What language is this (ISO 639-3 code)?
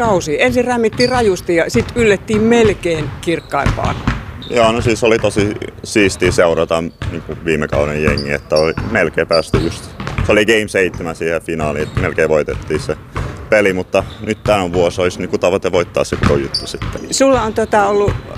fin